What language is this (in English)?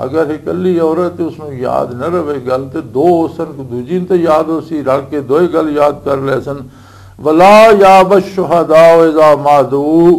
Western Panjabi